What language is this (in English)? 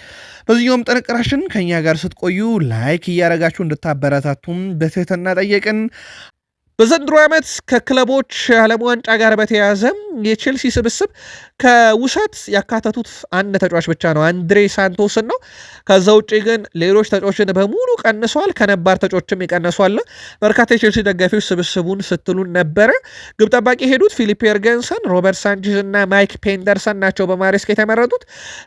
Amharic